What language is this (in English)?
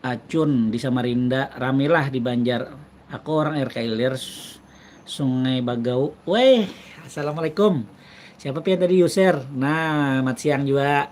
Banjar